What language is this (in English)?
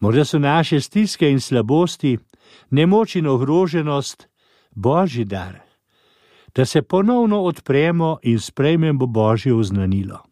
Slovenian